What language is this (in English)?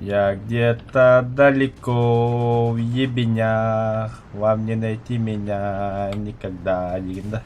Yakut